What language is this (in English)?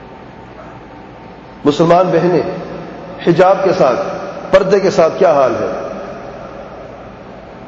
Urdu